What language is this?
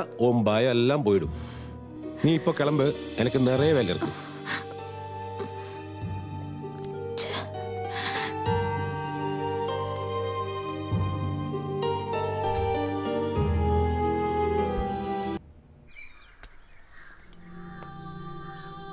Tamil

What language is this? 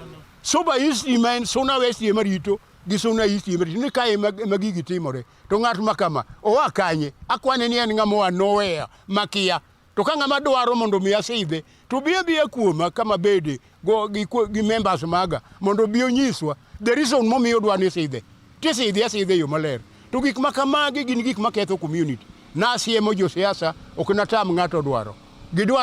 Luo (Kenya and Tanzania)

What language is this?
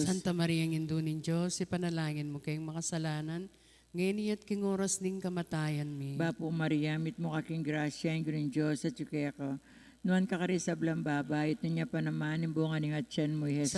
Pampanga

